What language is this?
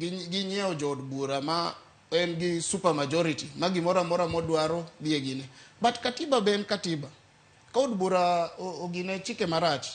Luo (Kenya and Tanzania)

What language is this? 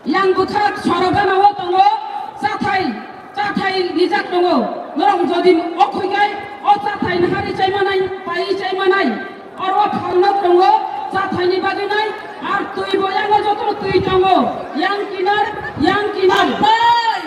Kok Borok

